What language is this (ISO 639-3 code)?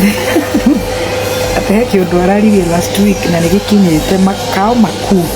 kik